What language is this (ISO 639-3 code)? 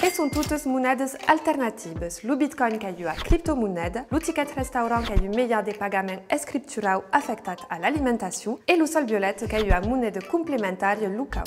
oci